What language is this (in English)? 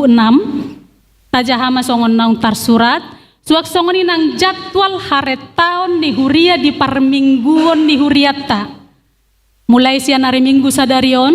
Batak Toba